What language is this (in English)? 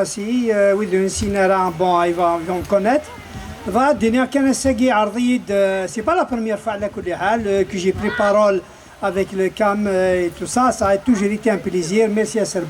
Kabyle